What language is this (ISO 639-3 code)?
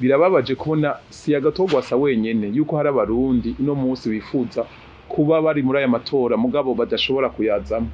run